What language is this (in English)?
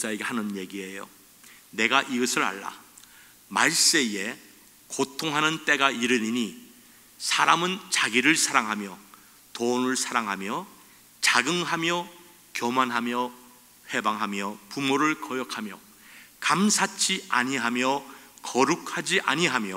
Korean